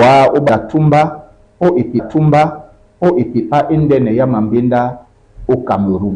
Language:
Duala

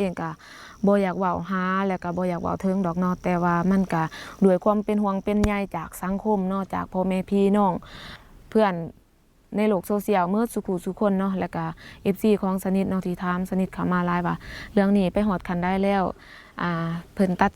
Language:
Lao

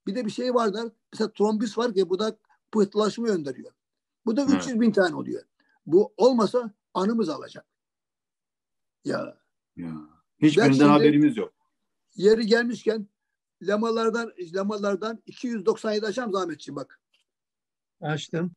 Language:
Turkish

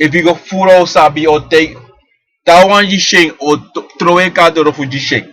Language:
Sranan Tongo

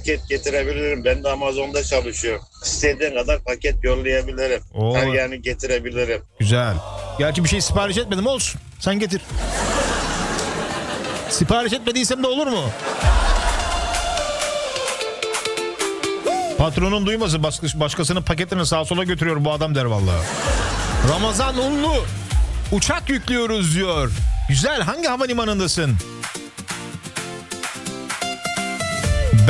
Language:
Turkish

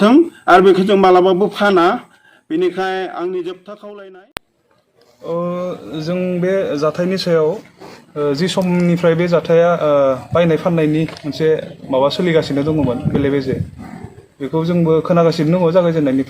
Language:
Bodo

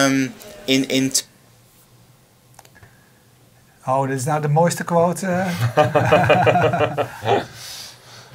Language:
Dutch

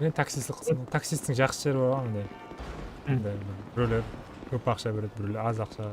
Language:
Kara-Kalpak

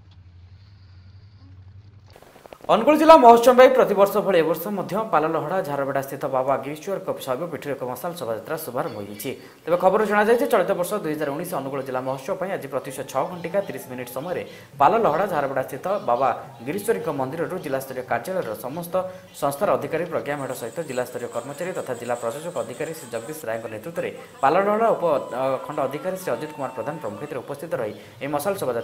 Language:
Odia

